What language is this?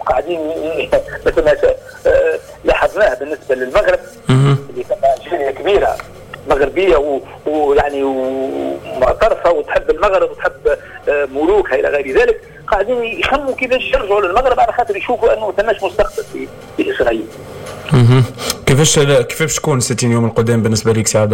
Tunisian Arabic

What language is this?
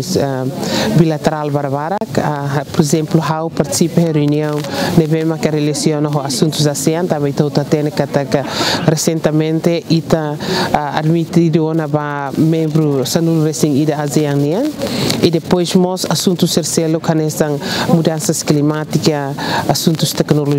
Tetum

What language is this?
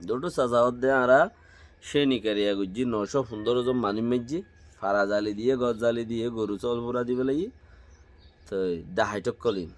Rohingya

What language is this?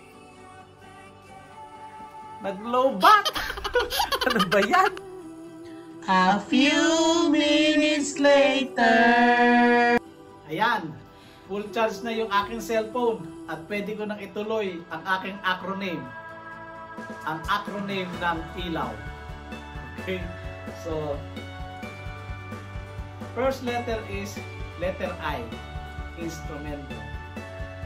Filipino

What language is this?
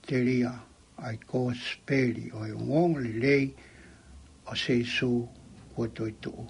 Tongan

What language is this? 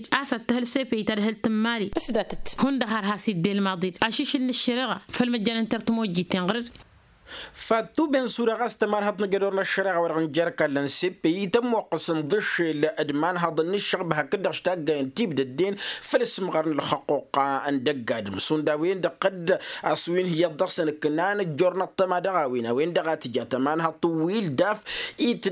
Tamasheq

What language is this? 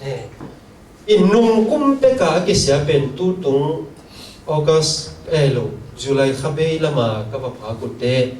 Tedim Chin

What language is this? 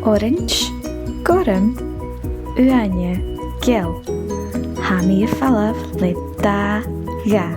Scottish Gaelic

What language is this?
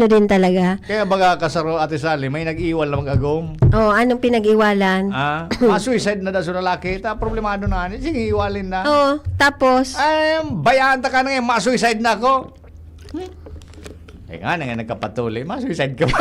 Bikol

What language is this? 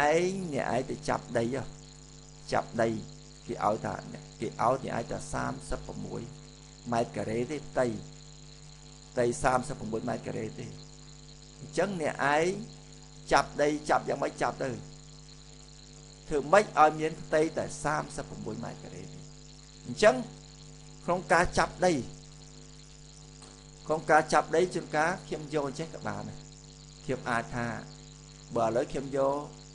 Khmer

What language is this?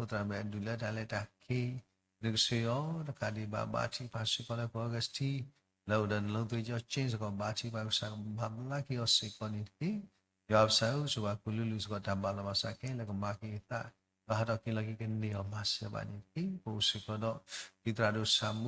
S'gaw Karen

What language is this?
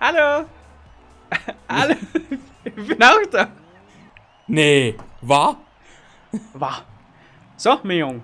Bavarian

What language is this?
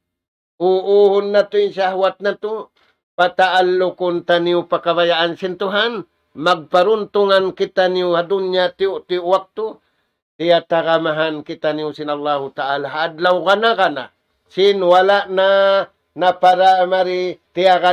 Tausug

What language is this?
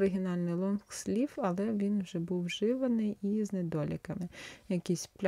Ukrainian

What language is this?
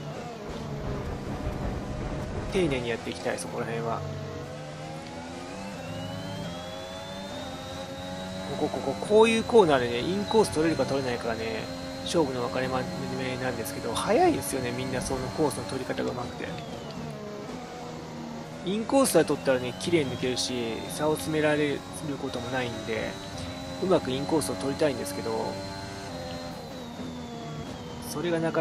Japanese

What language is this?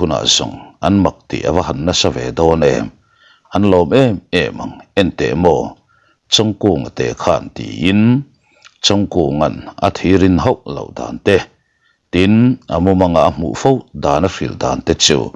Mizo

